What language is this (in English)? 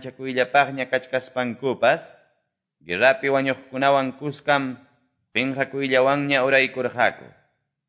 Quechua